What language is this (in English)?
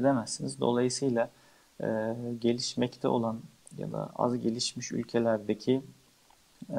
Turkish